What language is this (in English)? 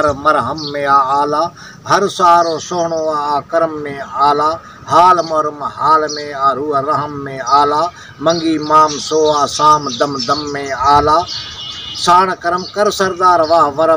Sindhi